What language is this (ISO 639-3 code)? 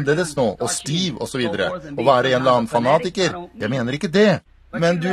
nor